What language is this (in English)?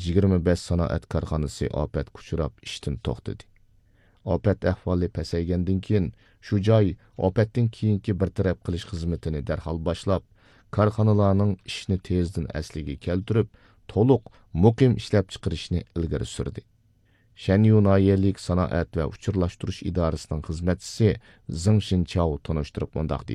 Uyghur